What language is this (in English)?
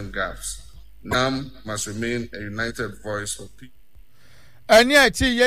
Akan